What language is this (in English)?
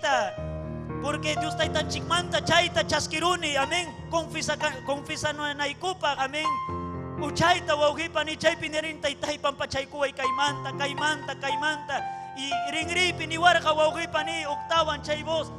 Ayacucho Quechua